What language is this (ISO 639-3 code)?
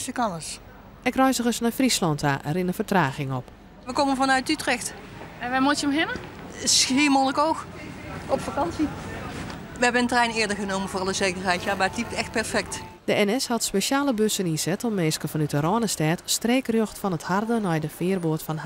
fry